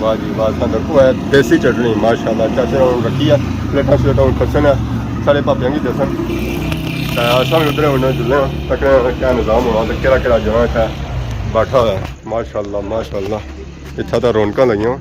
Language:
Pahari-Potwari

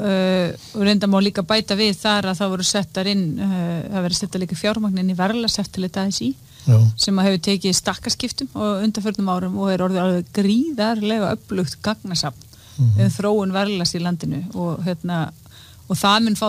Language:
Icelandic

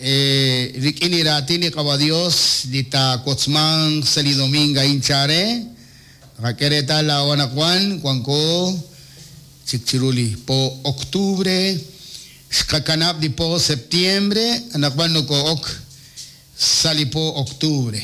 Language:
Kekchí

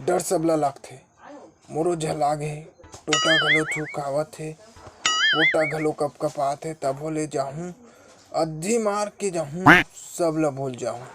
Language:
Chhattisgarhi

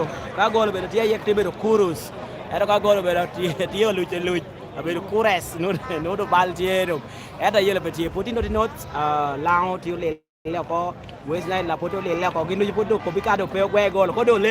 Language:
Lango (Uganda)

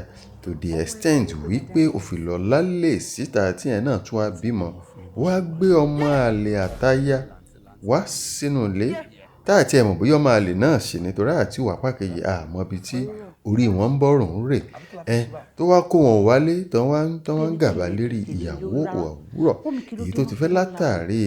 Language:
Yoruba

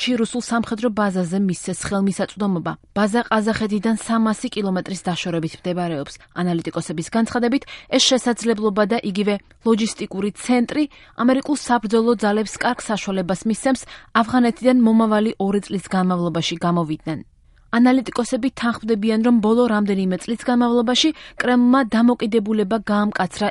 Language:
Georgian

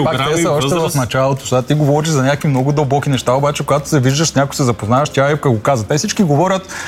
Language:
Bulgarian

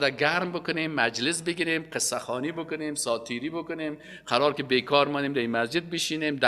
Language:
Persian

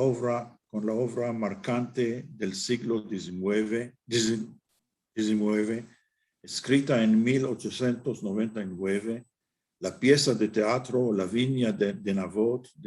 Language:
Ladino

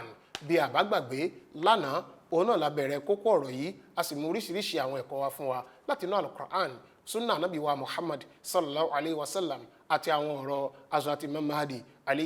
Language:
Yoruba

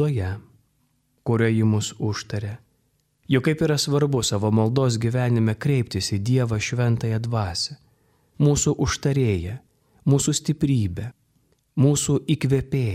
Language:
Lithuanian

